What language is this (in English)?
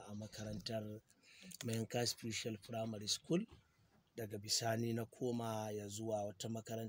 Hausa